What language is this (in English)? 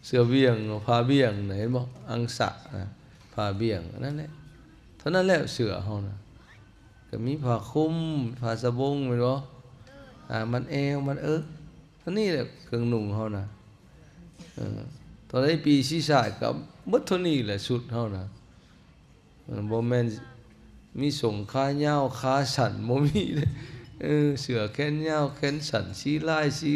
Lao